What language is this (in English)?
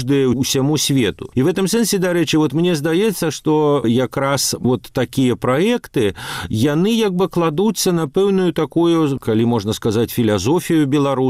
Belarusian